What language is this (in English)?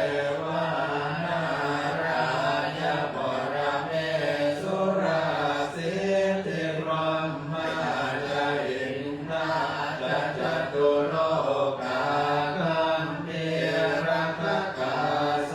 Pali